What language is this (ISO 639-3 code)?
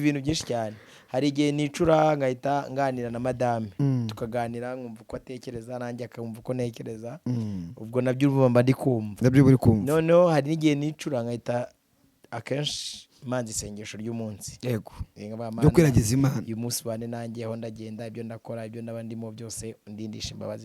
kin